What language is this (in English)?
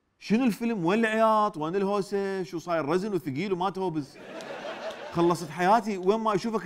Mesopotamian Arabic